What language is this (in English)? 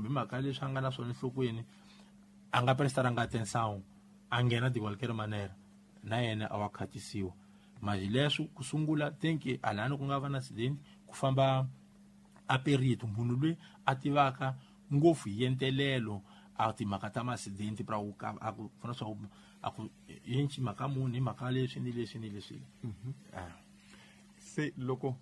Tsonga